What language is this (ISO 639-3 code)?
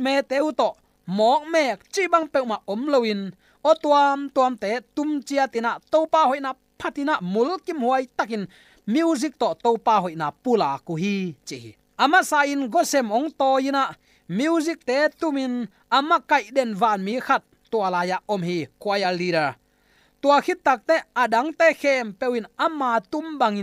ctd